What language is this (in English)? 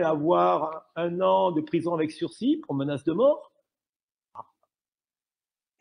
French